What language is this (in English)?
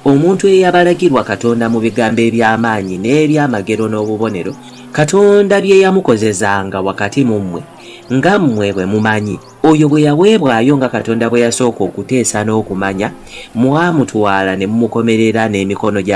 Ganda